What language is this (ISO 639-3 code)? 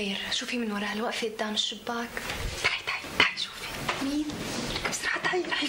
apc